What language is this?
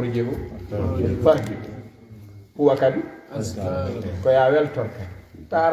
Fula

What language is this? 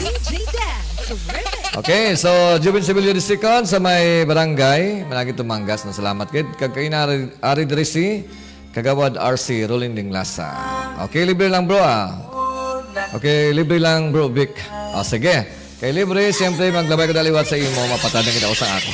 Hiligaynon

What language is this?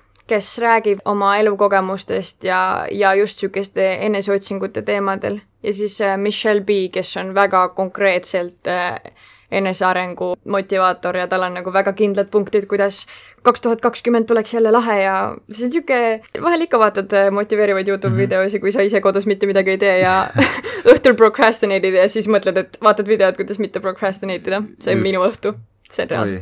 Estonian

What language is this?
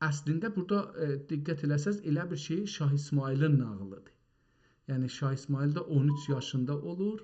South Azerbaijani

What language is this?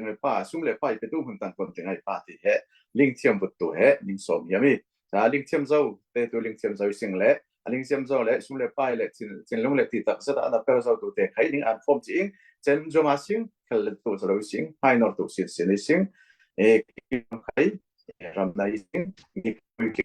Falam Chin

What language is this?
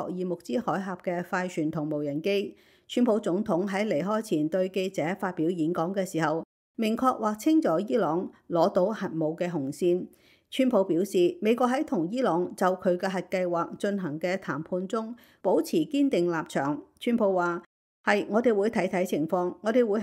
Cantonese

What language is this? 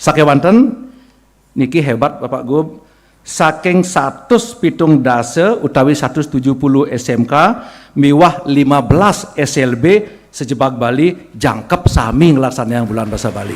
Balinese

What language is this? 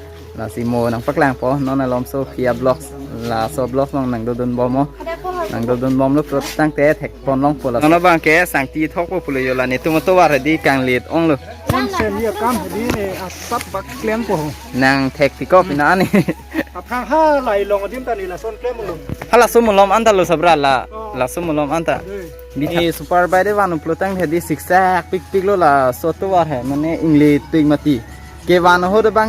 Karbi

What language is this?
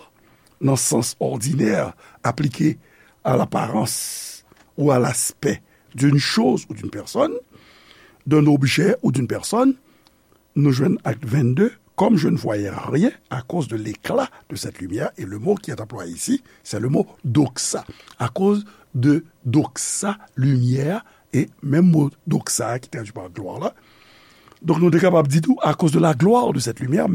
Haitian Creole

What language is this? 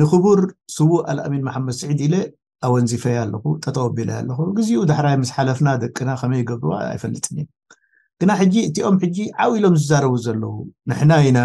Tigrinya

